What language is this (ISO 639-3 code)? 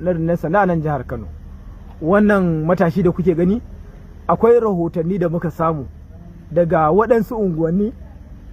hau